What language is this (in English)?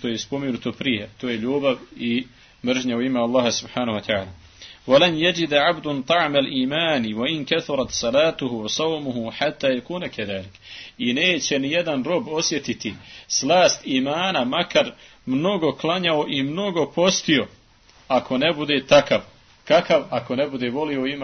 Bosnian